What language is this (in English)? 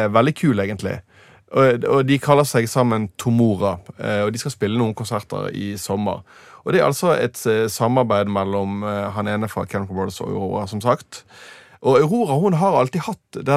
Norwegian